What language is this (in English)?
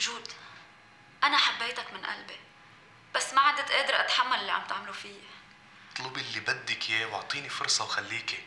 North Levantine Arabic